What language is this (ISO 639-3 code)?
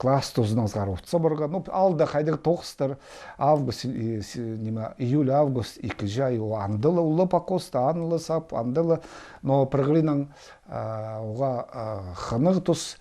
kjh